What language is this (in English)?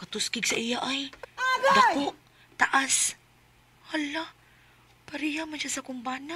Cebuano